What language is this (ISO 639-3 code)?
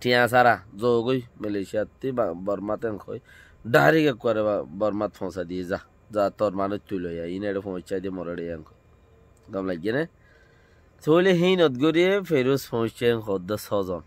rhg